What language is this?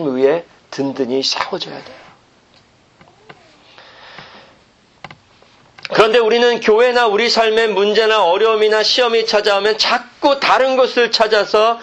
Korean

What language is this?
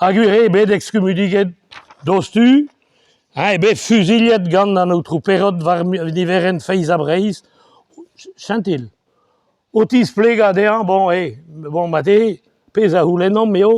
Breton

